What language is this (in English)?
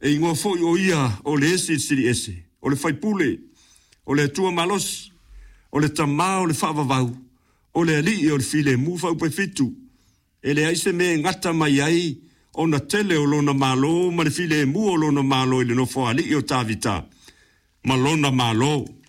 Samoan